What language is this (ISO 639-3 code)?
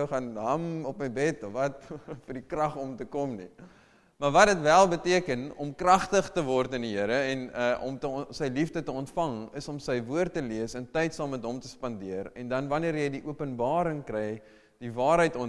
afr